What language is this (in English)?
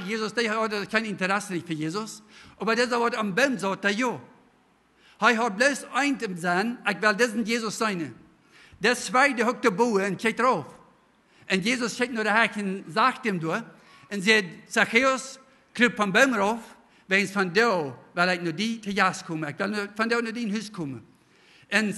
Plautdietsch